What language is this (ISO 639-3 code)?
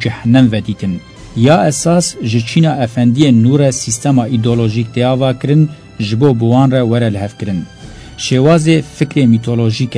kur